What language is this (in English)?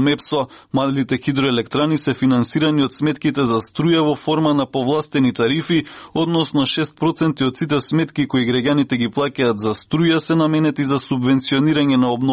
Macedonian